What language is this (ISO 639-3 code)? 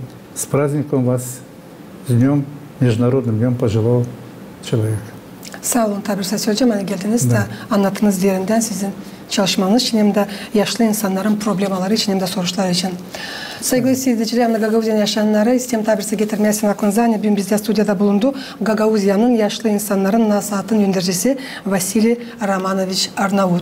gag